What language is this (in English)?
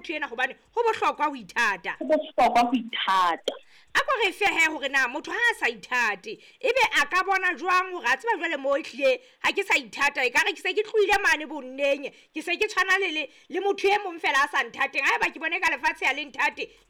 Southern Sotho